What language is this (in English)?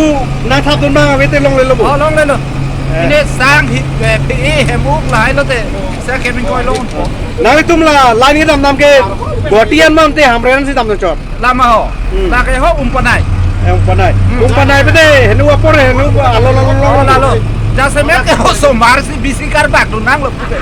Karbi